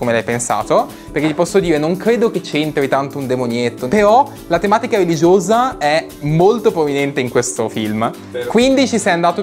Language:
Italian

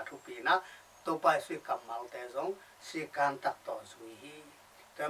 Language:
Tedim Chin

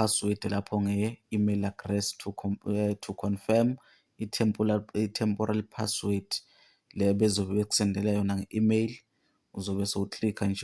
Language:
Zulu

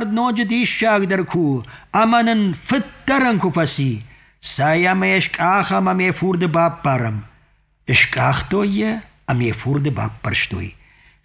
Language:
Ossetic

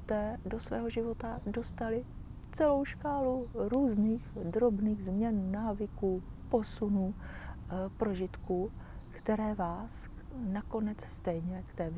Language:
Czech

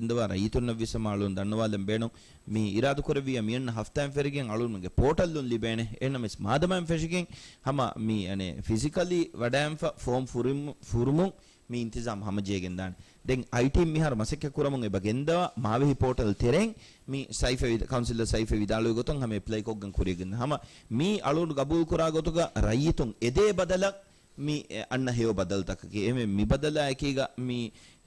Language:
Divehi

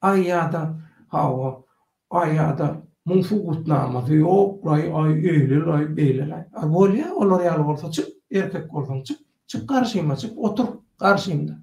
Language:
Turkmen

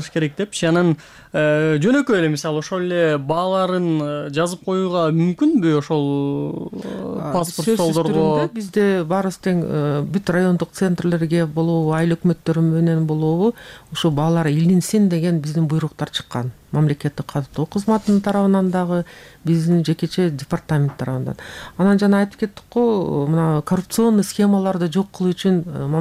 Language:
Kyrgyz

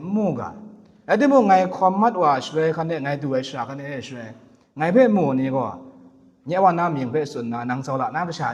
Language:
Kachin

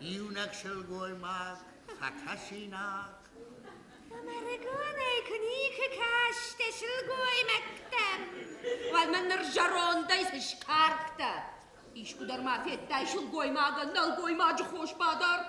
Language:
Ossetic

